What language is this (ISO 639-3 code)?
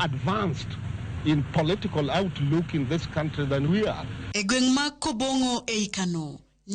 luo